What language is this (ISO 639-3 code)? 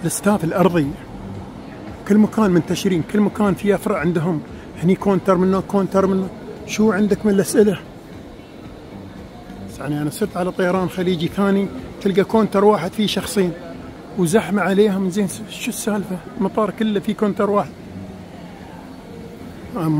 afb